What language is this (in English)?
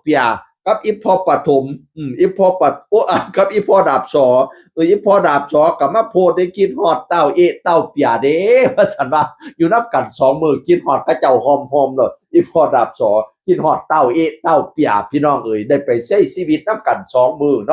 Northeastern Thai